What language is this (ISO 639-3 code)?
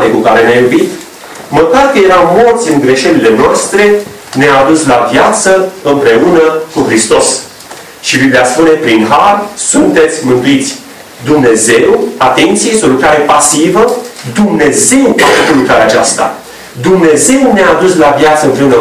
ron